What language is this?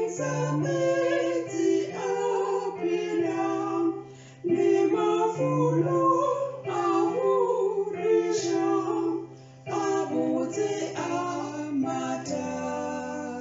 Northern Sotho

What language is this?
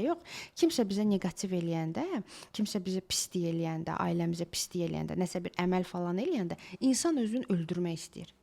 Azerbaijani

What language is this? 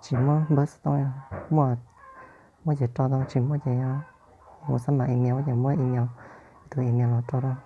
Hmong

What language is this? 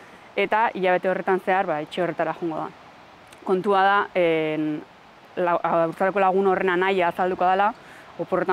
Basque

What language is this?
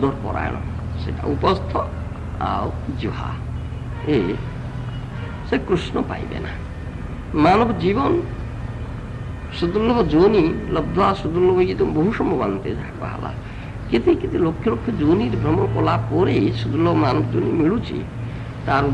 Odia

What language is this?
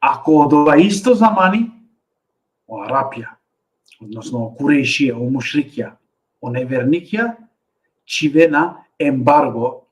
Balkan Romani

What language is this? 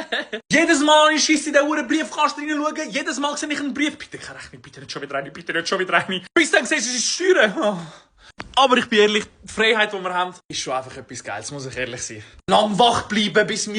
Swiss German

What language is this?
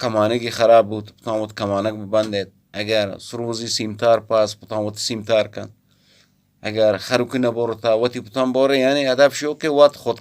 Eastern Balochi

